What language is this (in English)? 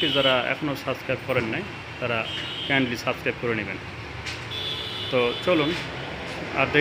Bangla